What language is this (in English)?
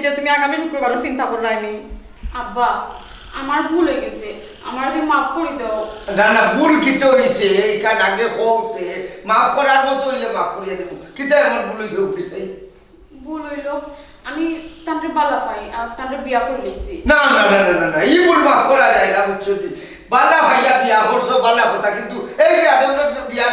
Sylheti